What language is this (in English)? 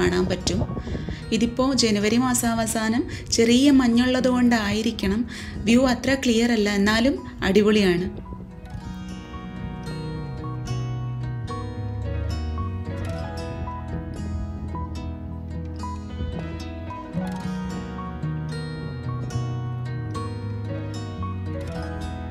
Malayalam